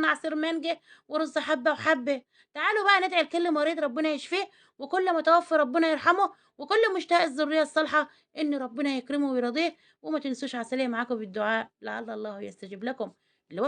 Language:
Egyptian Arabic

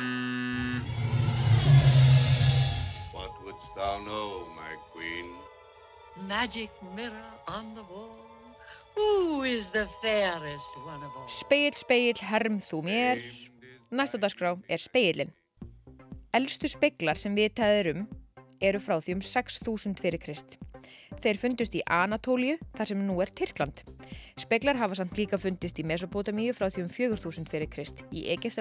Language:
Icelandic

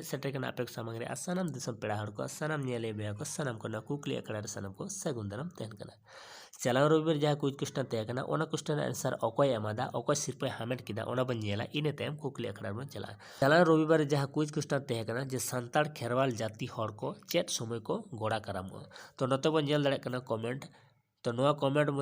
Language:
Santali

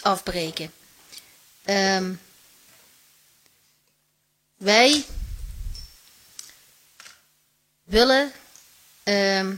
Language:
Dutch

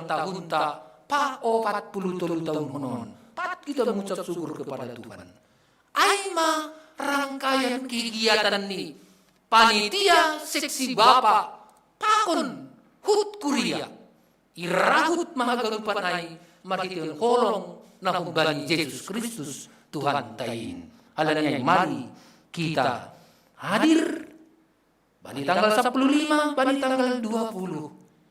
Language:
Batak Simalungun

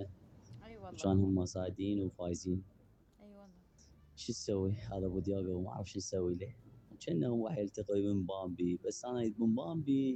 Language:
Mesopotamian Arabic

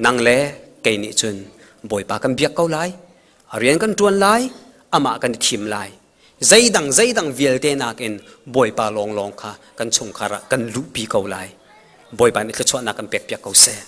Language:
Hakha Chin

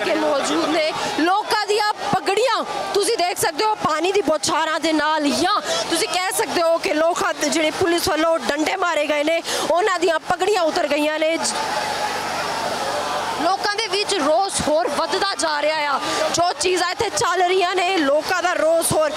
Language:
Punjabi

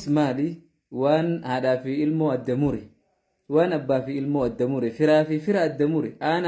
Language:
Oromo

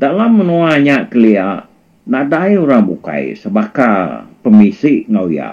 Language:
Iban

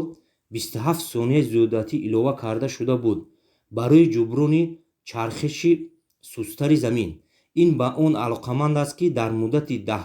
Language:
Tajik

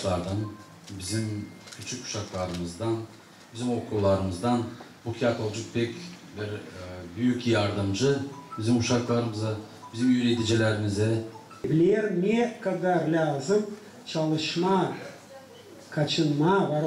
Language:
Gagauz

